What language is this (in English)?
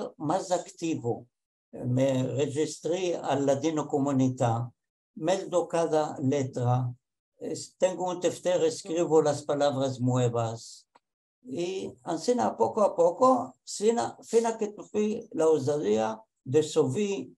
Ladino